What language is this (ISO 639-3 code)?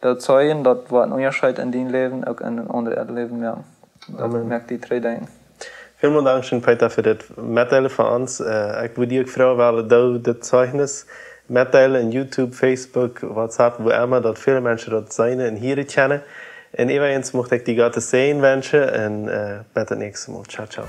pdt